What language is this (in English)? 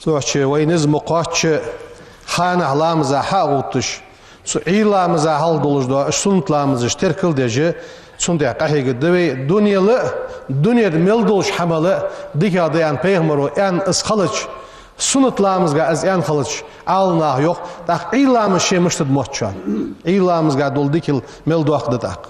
Ingush